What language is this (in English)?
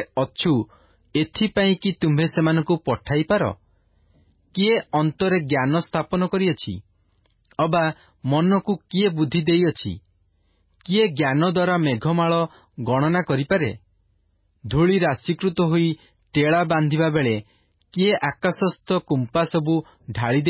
Odia